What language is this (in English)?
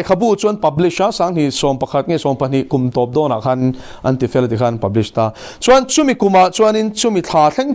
Mizo